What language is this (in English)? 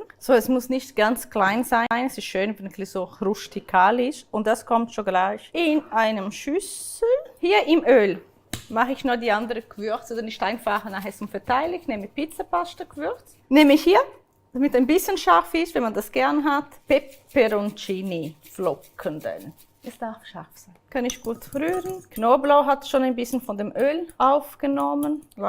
Swiss German